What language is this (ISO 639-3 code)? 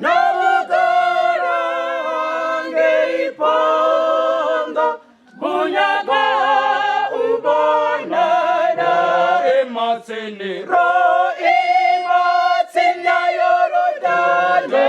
ven